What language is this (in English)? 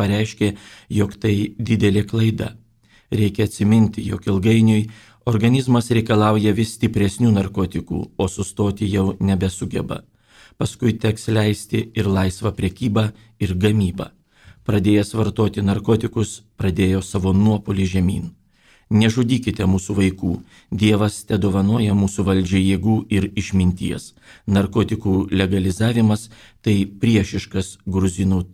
Lithuanian